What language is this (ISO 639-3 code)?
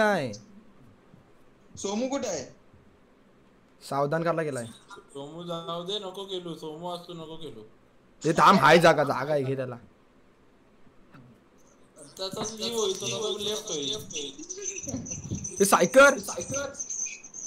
mar